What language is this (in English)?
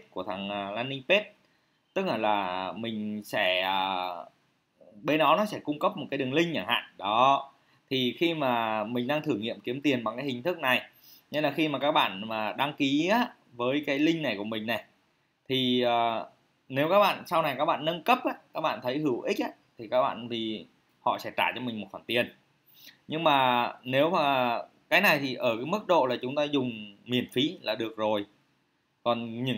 Vietnamese